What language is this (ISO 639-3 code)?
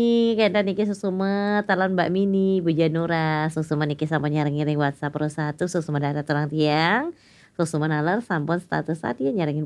ban